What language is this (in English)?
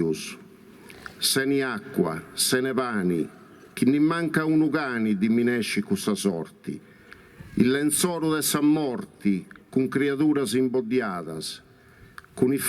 Sardinian